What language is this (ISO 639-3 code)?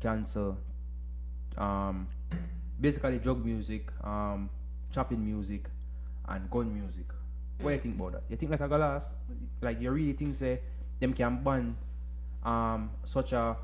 jam